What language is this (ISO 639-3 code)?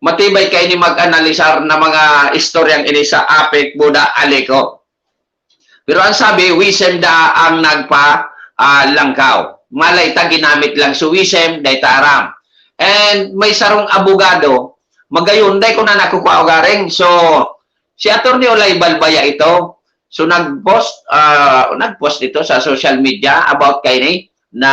bik